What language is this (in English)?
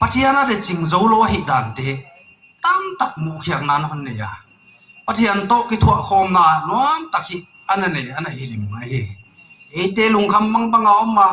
Paite Chin